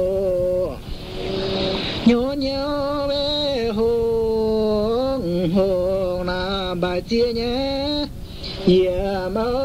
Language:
Vietnamese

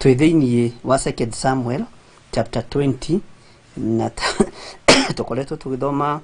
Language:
Kikuyu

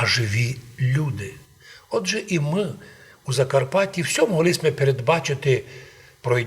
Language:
Rusyn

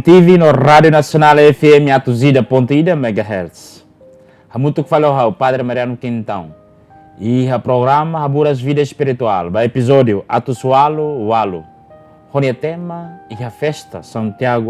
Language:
Tetum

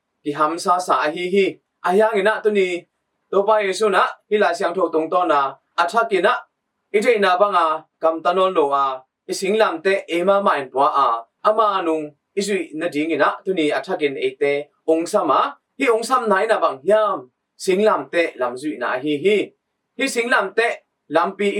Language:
Tedim Chin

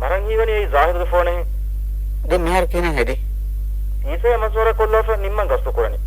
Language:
Divehi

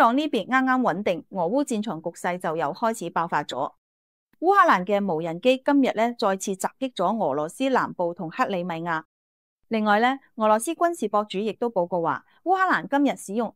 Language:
Cantonese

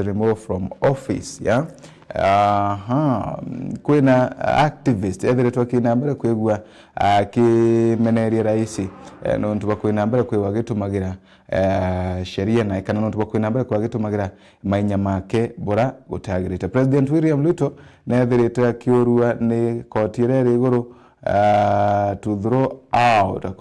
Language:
Meru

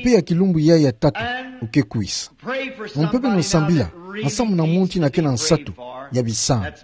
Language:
Kituba (Democratic Republic of Congo)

